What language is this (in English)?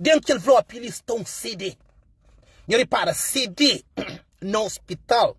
Kabuverdianu